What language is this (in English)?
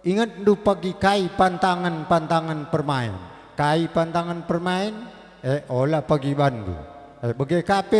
Batak Karo